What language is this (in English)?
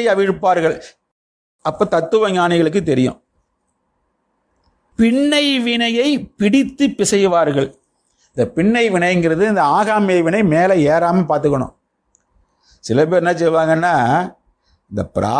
Tamil